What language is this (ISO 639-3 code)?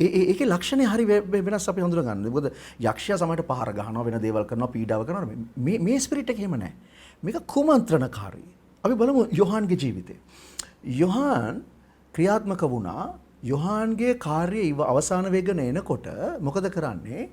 sin